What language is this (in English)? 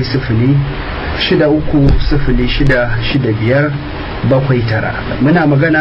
Hausa